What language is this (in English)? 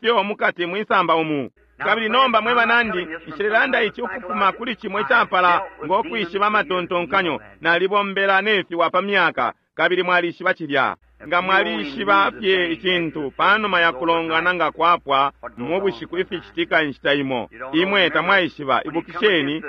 Bemba